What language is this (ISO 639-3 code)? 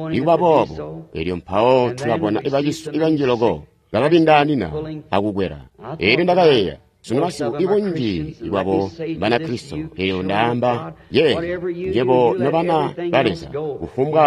toi